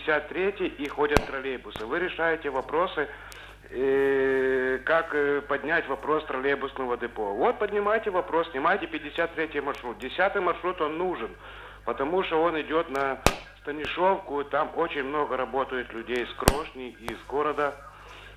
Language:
Ukrainian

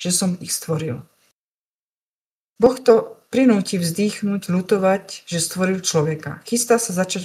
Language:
Slovak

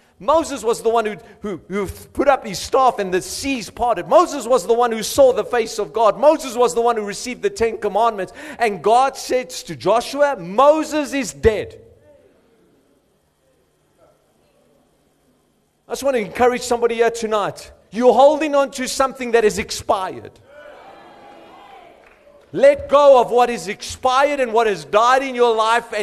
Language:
English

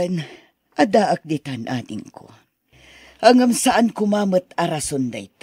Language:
Iloko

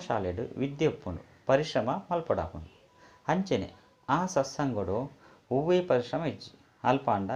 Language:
Tulu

